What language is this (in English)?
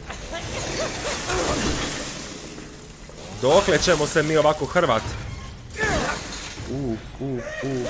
Croatian